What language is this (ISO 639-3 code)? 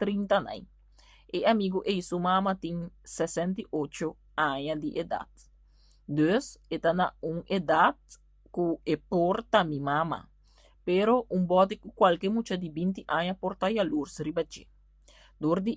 pap